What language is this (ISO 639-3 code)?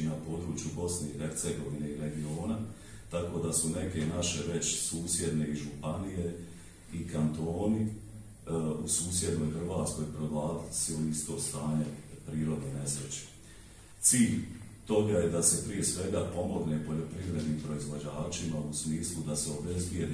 bos